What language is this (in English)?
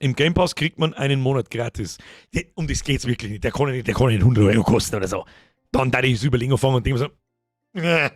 Bavarian